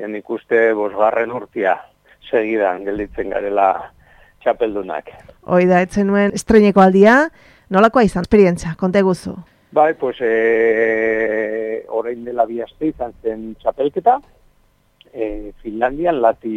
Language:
Basque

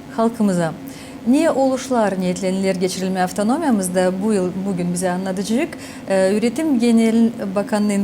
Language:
Gagauz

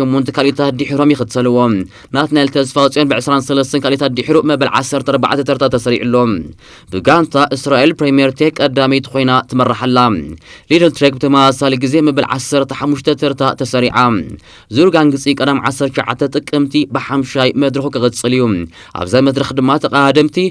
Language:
Tigrinya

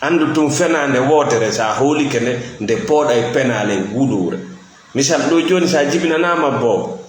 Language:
Fula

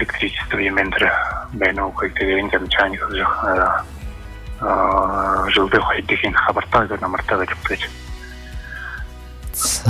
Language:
Buriat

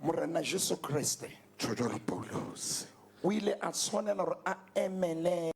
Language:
Southern Sotho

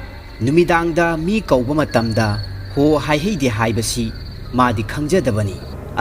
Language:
Manipuri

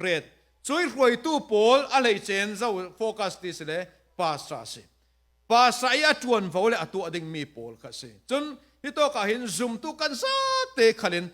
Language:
Falam Chin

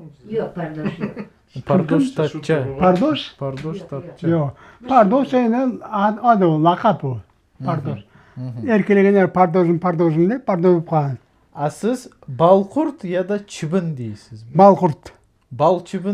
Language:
Crimean Tatar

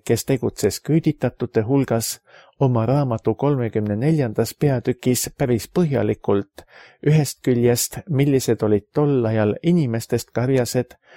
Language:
Estonian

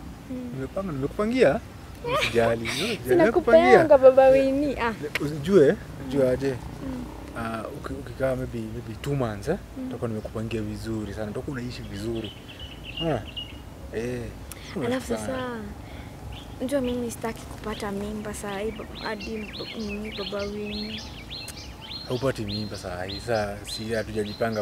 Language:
Swahili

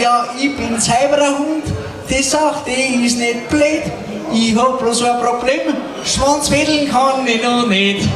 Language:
Bavarian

